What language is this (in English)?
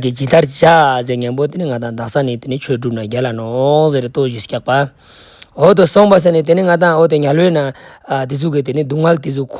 Ladakhi